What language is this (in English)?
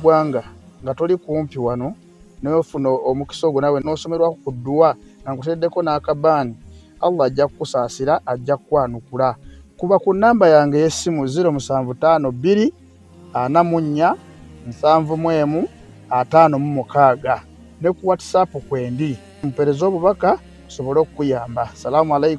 Ganda